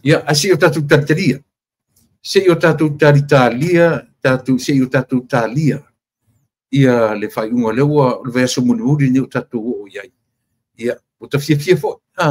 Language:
Samoan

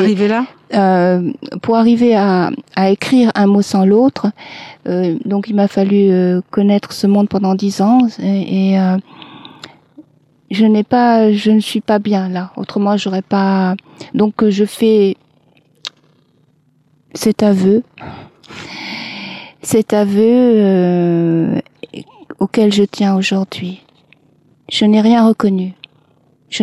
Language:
French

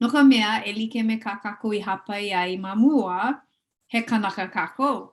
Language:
Hawaiian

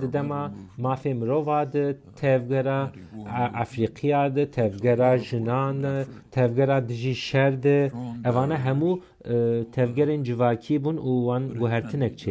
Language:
Kurdish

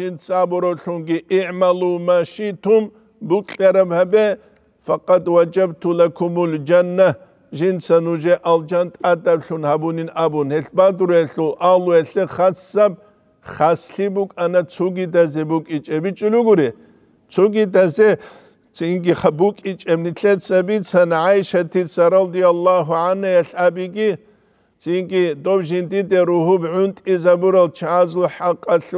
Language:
Avaric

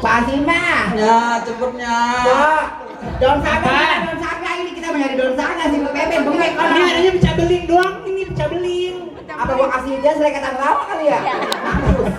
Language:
Betawi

